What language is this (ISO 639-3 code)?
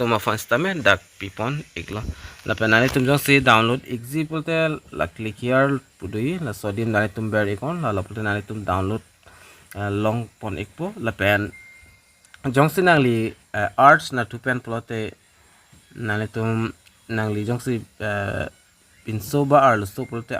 mjw